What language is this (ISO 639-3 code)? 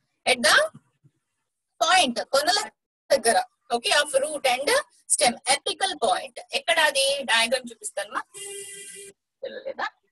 tel